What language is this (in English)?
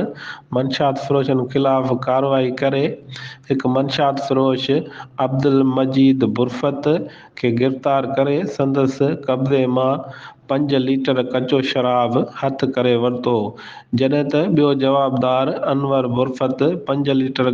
Sindhi